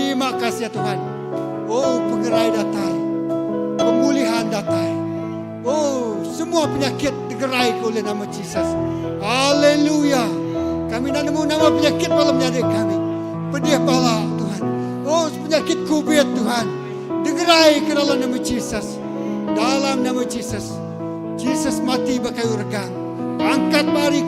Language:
Iban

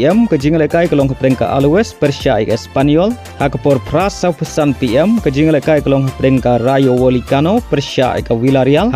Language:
Khasi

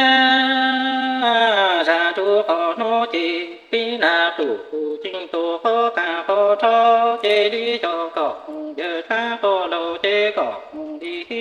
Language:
Hmong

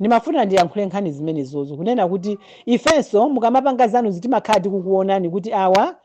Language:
Nyanja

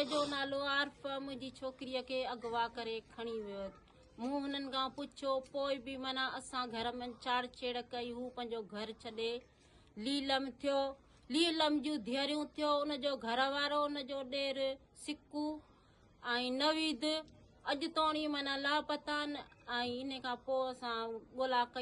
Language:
Sindhi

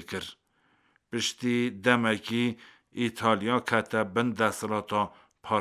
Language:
Kurdish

